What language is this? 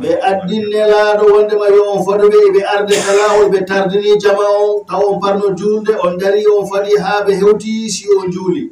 Fula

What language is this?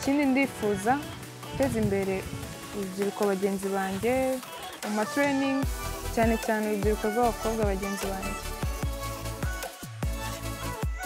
Kinyarwanda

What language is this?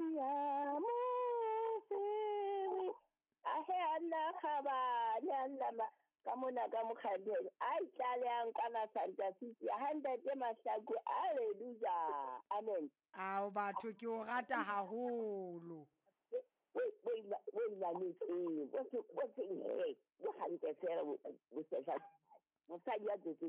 Southern Sotho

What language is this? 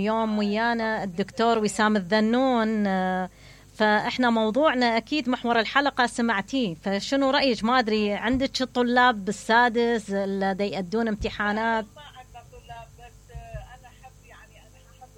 Mesopotamian Arabic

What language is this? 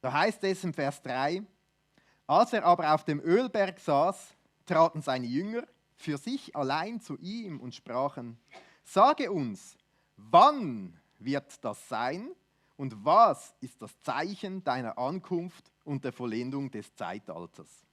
Swiss German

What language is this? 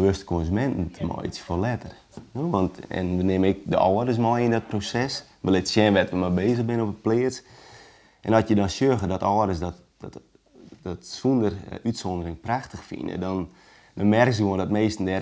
Western Frisian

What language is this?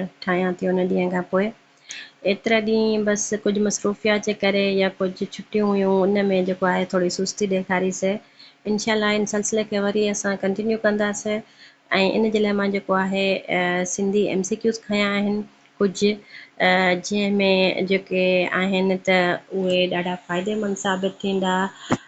Sindhi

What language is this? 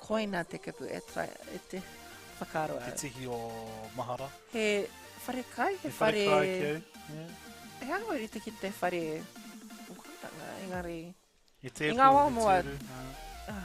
Māori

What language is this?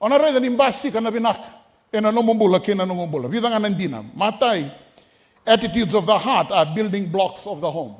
Fijian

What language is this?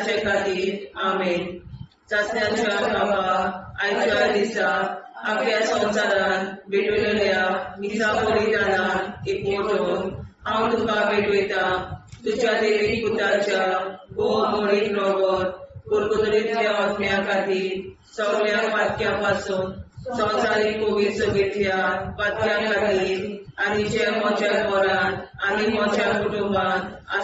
Konkani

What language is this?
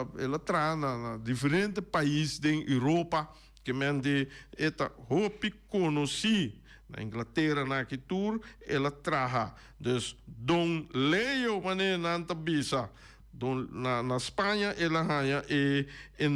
Papiamento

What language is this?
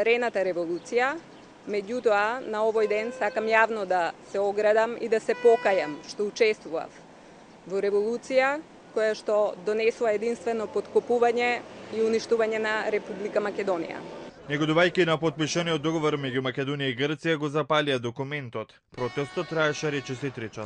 Macedonian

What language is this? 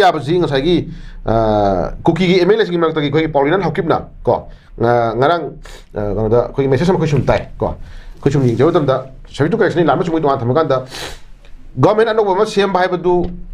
Manipuri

